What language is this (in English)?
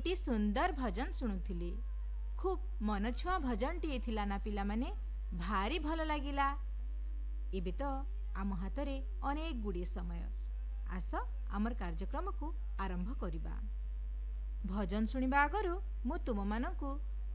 Odia